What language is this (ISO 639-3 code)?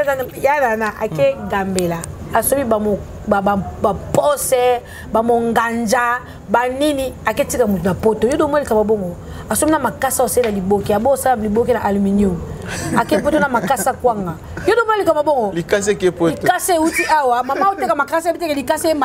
lin